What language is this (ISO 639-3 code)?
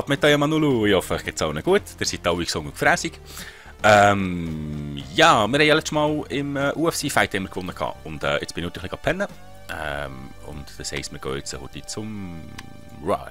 gsw